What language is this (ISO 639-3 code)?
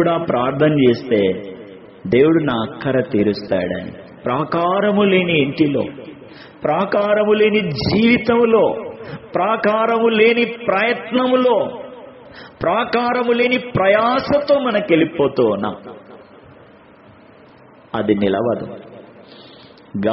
tel